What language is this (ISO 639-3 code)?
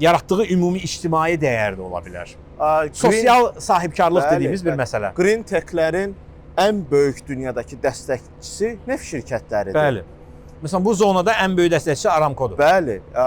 aze